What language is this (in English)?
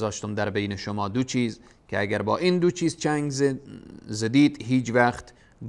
Persian